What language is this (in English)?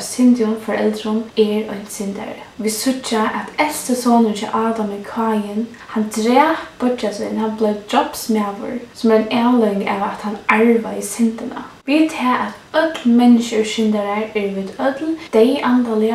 Faroese